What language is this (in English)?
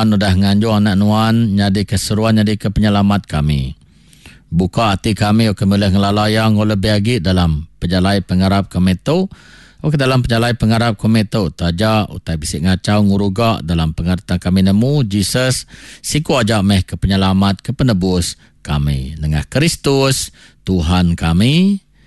Iban